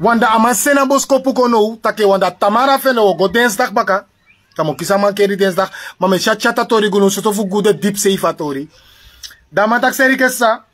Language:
Sranan Tongo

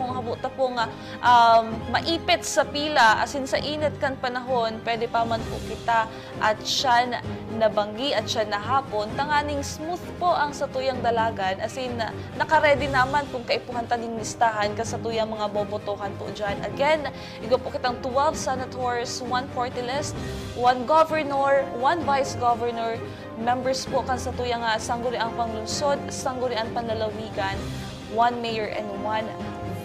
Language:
Bikol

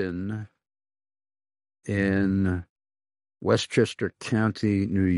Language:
English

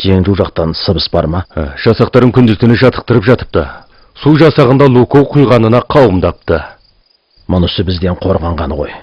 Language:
Kazakh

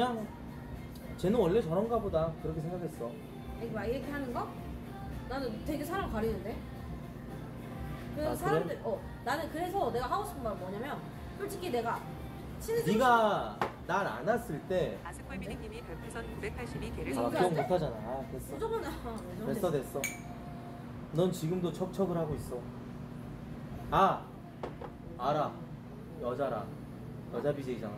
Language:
Korean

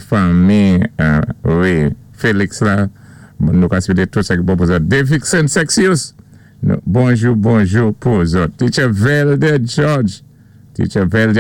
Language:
Saint Lucian Creole French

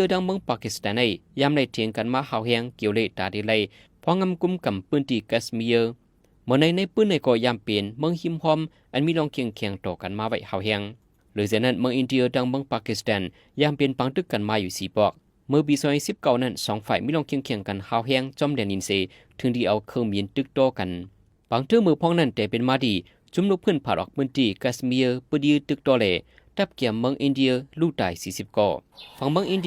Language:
Shan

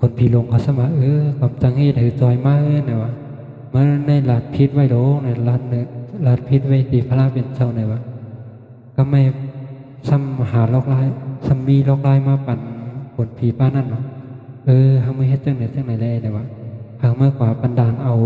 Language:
Shan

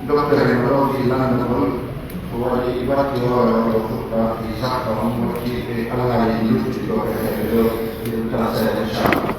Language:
Pular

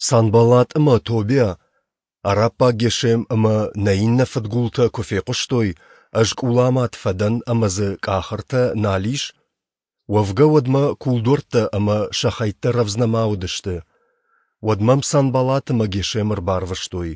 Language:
Ossetic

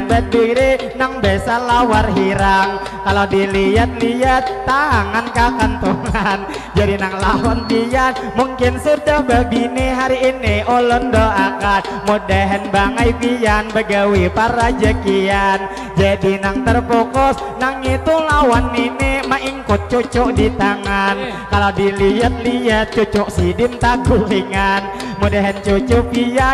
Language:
Banjar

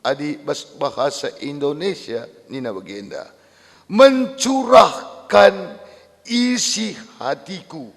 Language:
Batak Karo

